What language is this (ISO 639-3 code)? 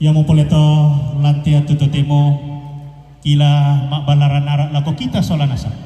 sda